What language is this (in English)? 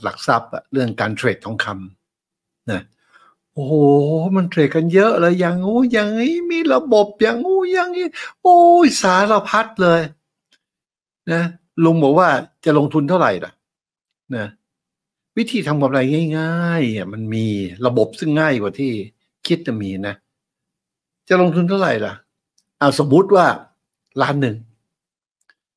Thai